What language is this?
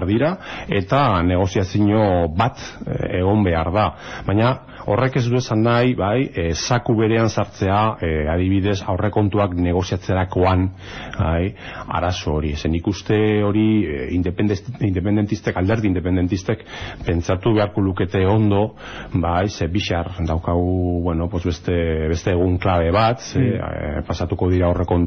Basque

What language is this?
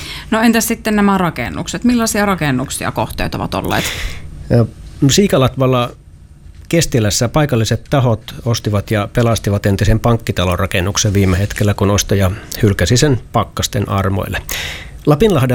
Finnish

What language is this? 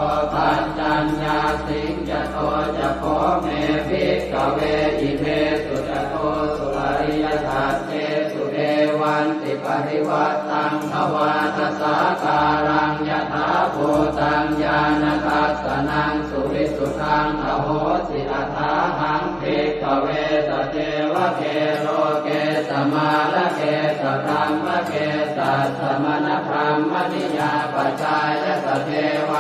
Pali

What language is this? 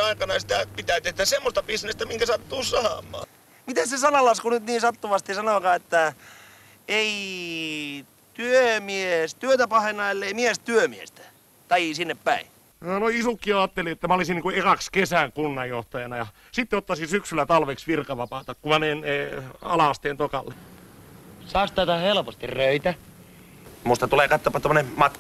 Finnish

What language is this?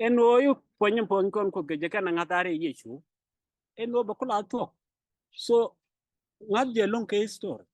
Nuer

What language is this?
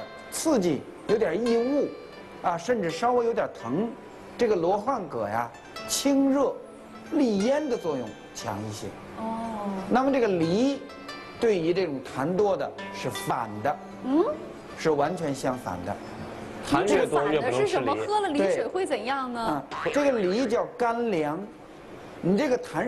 Chinese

